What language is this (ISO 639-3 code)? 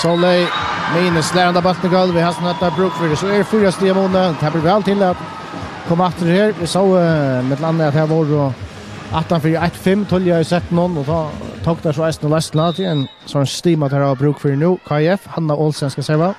fao